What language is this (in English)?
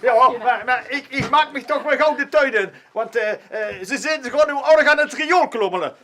Limburgish